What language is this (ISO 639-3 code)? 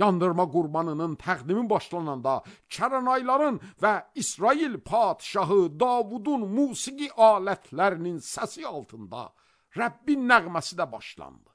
aze